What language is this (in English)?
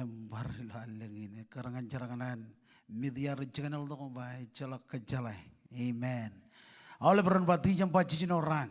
Marshallese